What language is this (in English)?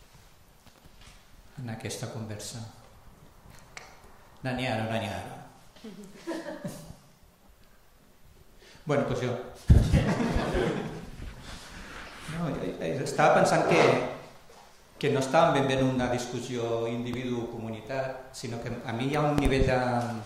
Catalan